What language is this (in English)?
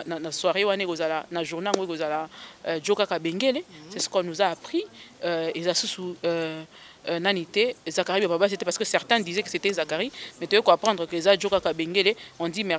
Lingala